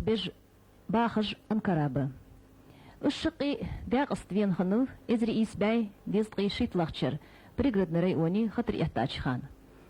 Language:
Ingush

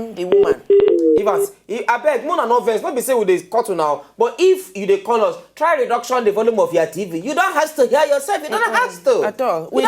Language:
Nigerian Pidgin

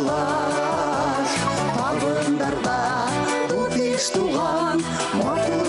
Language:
Bashkir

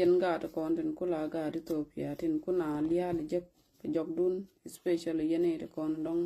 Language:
Nuer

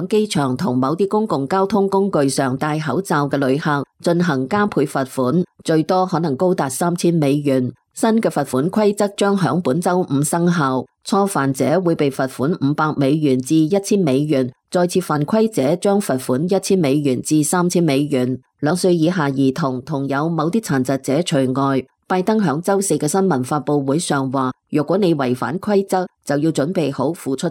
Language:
Cantonese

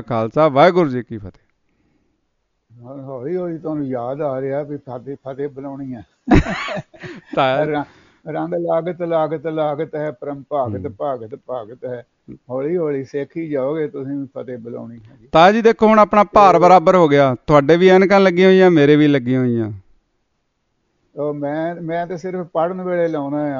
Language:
Punjabi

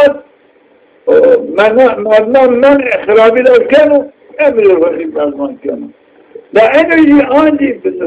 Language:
Zaza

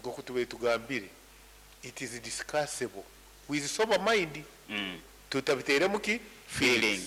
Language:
Nyankole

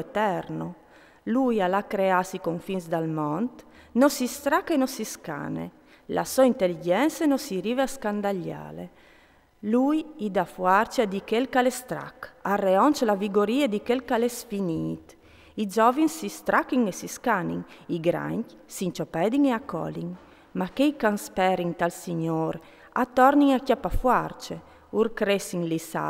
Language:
Friulian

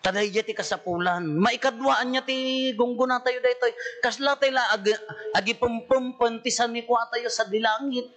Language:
Iloko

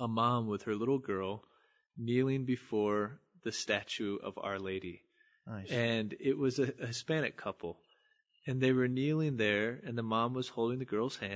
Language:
English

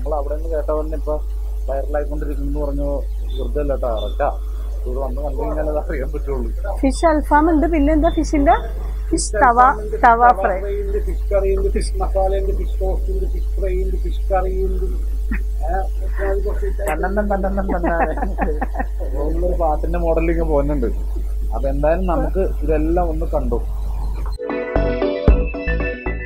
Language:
Malayalam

